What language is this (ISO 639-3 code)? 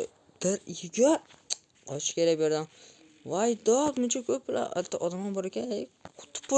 uzb